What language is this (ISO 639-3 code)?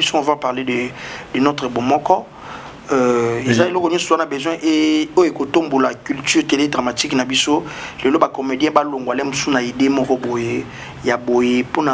lin